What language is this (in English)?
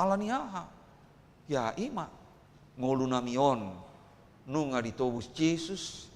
Batak Toba